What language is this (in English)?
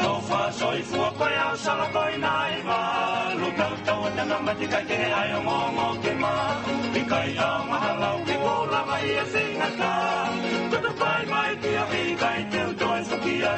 Tongan